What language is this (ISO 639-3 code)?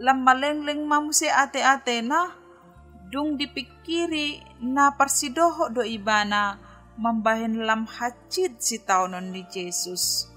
bbc